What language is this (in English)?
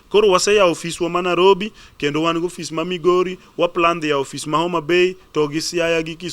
Luo (Kenya and Tanzania)